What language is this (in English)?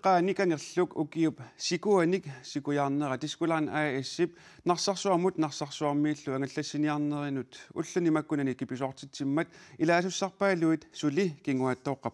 Kalaallisut